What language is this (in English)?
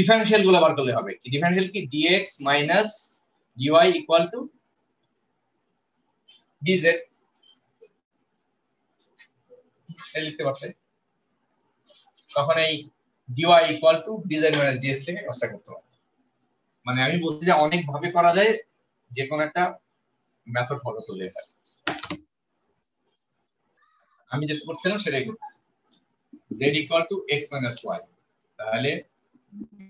Bangla